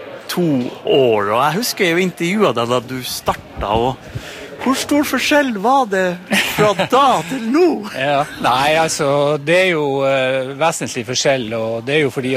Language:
Norwegian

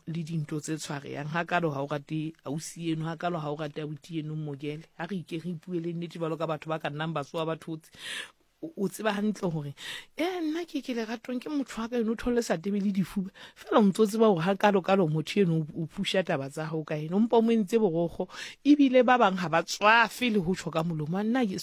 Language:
Southern Sotho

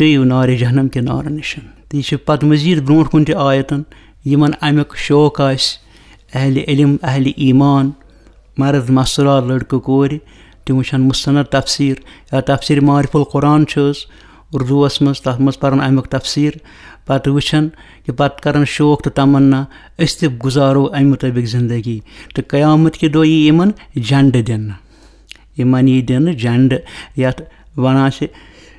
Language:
Kashmiri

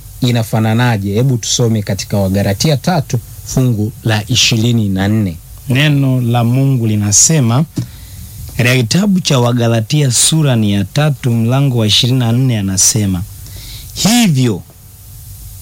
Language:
Swahili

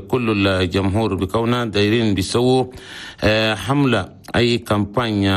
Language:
Chadian Arabic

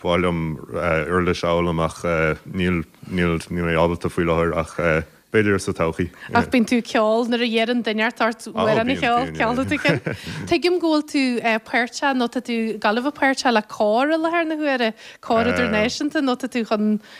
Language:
Irish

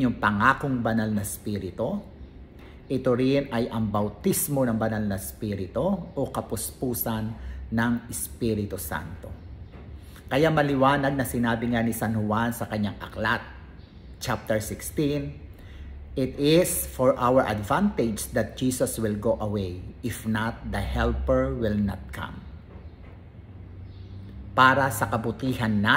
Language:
Filipino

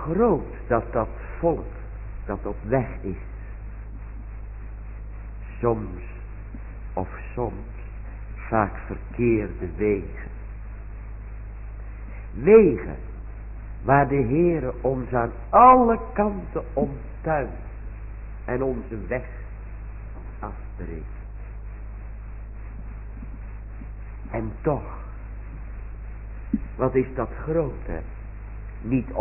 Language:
Dutch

